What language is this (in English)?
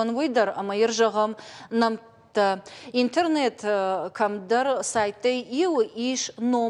Ossetic